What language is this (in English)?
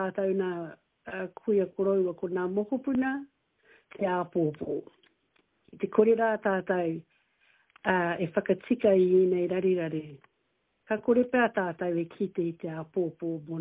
Māori